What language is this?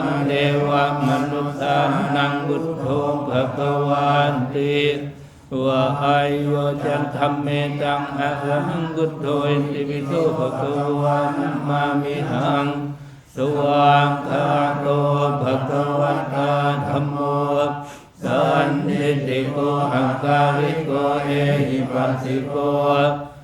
Pali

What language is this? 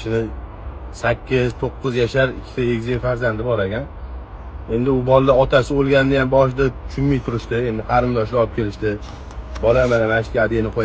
Uzbek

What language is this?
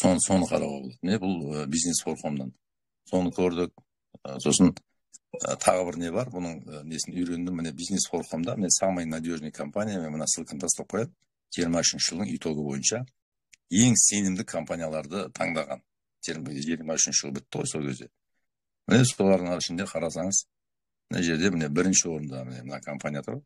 Kazakh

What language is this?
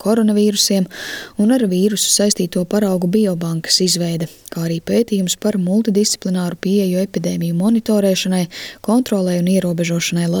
Latvian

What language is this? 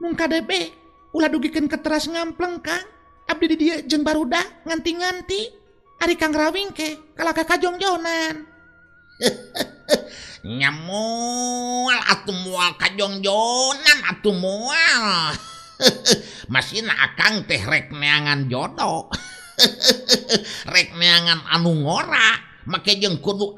Sundanese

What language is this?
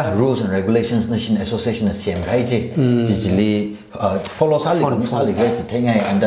Tangkhul Naga (India)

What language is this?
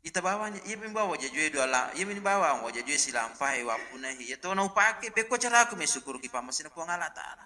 Buginese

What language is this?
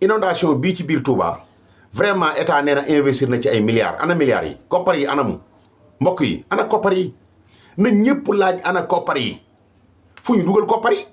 Wolof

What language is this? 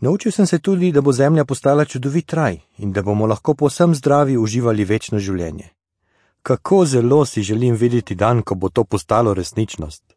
Slovenian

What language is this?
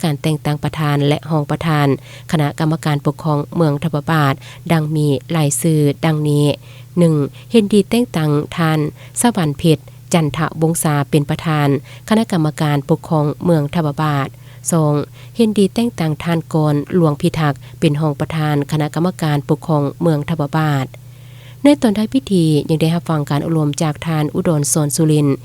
Lao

